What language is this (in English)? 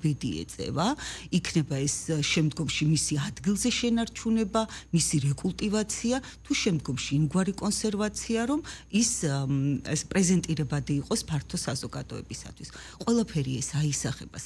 Georgian